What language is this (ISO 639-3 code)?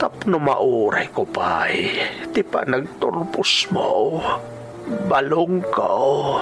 ilo